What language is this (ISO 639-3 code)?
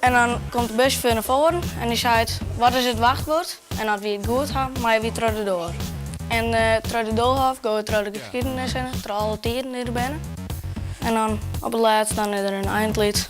fry